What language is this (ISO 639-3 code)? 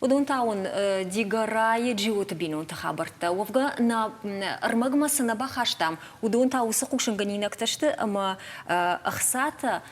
oss